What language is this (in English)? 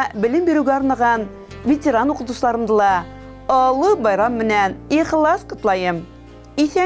Bashkir